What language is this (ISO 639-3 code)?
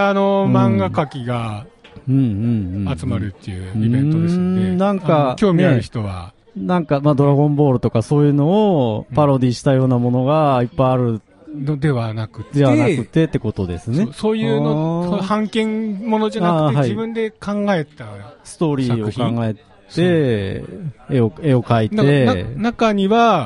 jpn